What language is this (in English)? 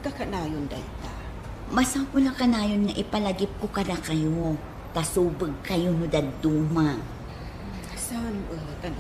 Iloko